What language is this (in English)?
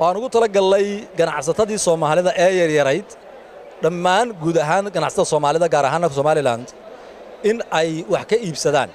Somali